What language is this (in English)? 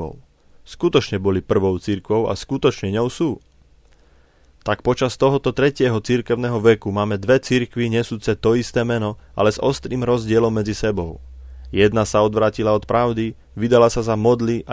Slovak